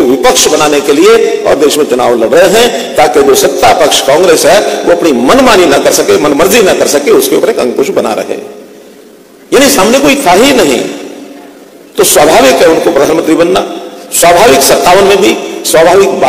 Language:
Hindi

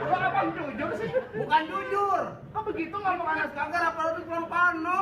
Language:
Betawi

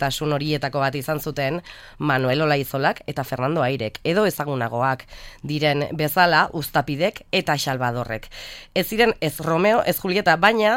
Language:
Basque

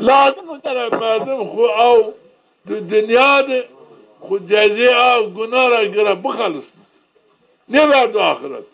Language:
Zaza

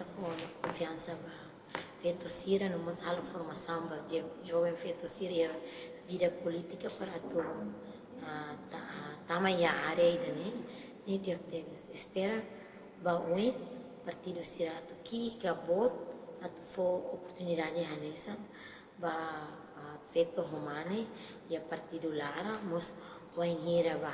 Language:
Tetum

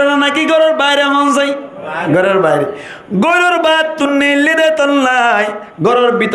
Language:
Rohingya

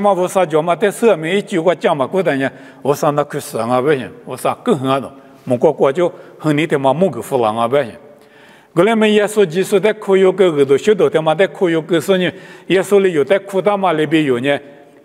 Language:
Lisu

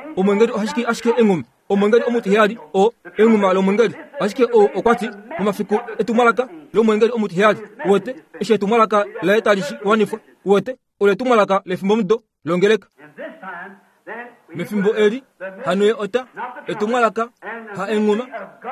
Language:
Kuanyama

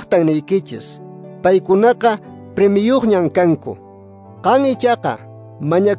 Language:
Quechua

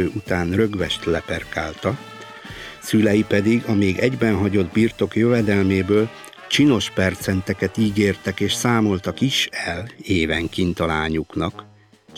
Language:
Hungarian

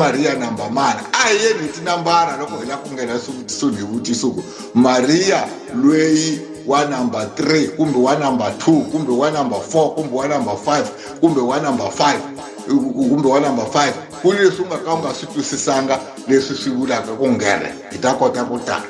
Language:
Tsonga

